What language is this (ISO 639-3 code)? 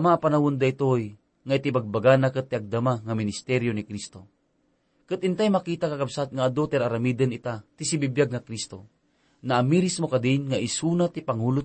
ilo